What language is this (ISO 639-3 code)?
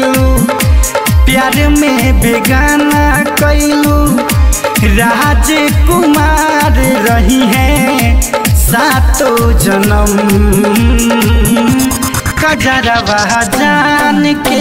bho